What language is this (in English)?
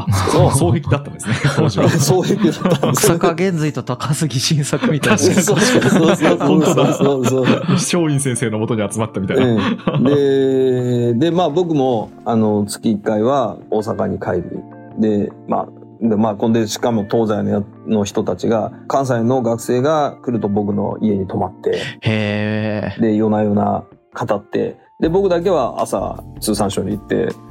Japanese